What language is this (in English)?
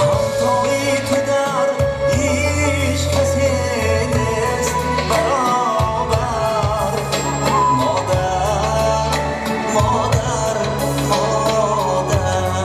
Tajik